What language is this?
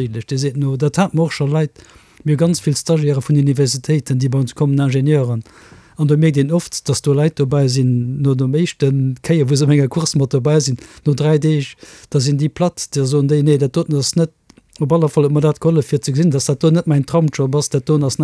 Luxembourgish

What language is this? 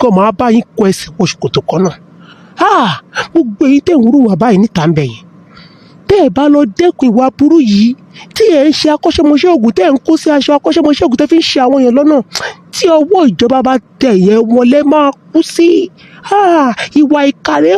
Yoruba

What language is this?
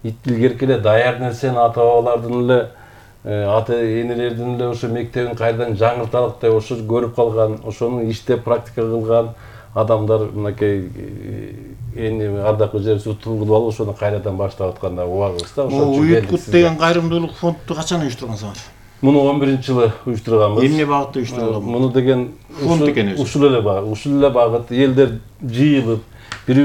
Kyrgyz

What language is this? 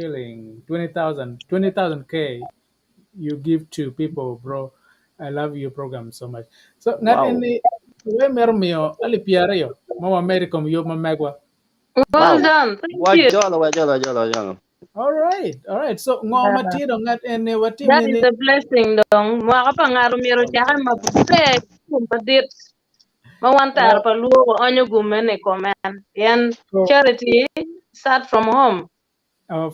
Acoli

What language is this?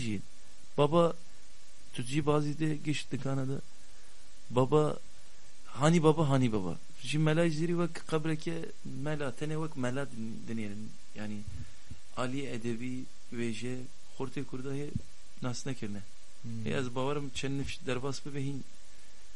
Kurdish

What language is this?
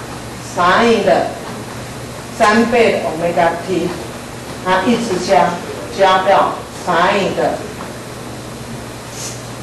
Chinese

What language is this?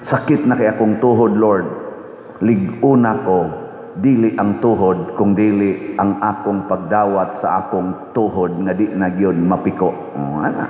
Cebuano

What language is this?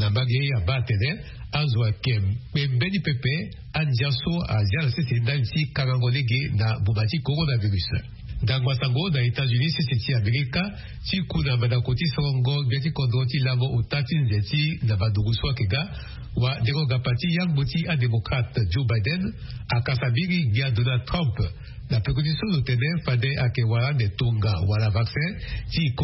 Sango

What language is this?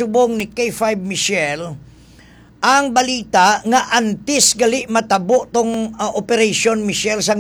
Hiligaynon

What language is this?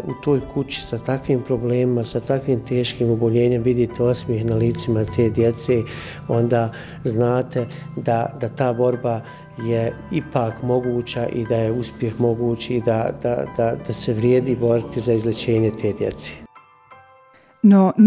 Bosnian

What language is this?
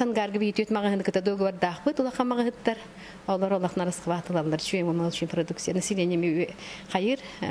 Yakut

